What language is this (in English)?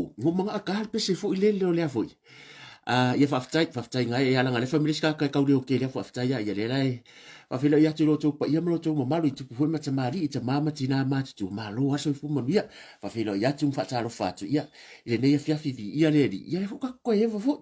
Samoan